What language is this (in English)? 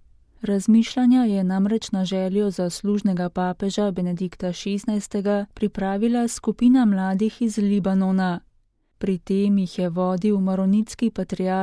Slovenian